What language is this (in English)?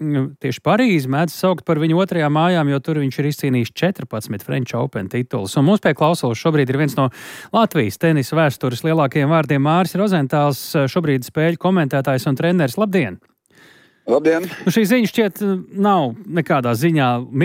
Latvian